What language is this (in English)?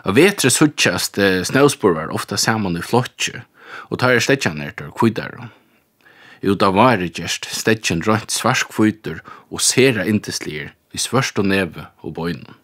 Faroese